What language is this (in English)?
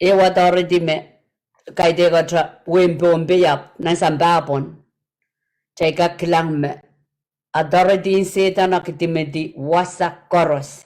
Pohnpeian